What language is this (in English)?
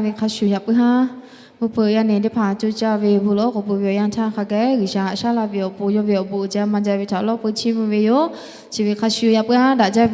Lahu